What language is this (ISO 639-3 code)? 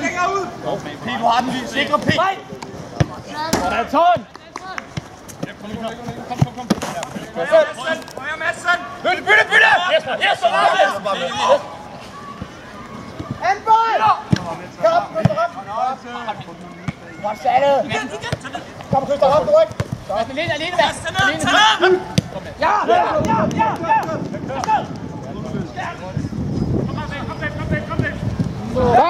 dan